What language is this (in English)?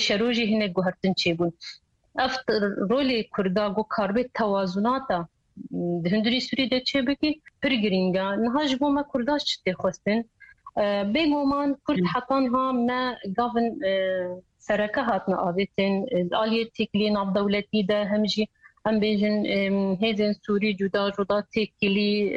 Kurdish